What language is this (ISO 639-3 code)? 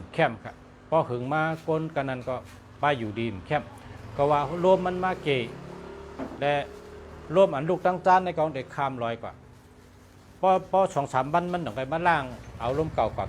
shn